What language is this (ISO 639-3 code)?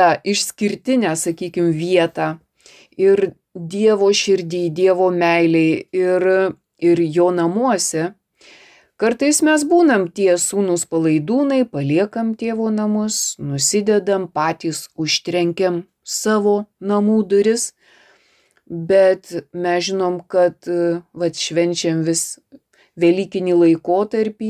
lit